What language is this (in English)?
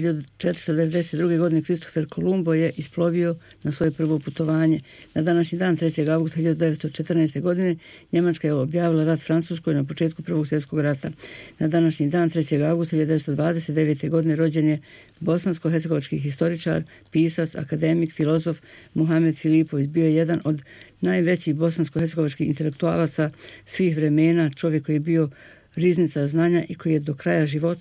Bosnian